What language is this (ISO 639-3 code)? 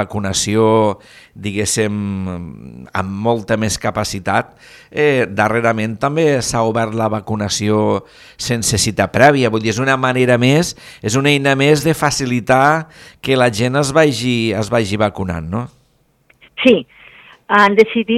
cat